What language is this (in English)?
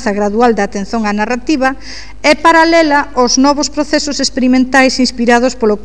Galician